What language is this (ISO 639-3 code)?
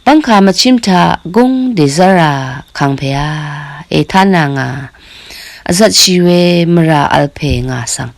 raw